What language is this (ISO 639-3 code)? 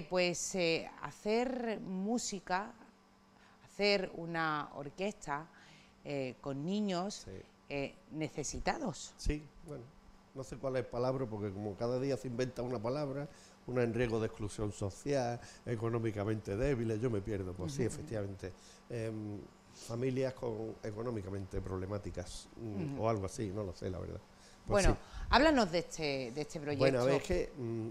spa